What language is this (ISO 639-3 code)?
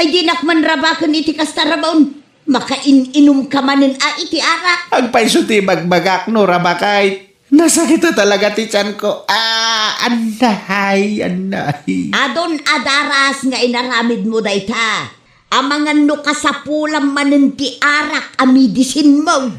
ilo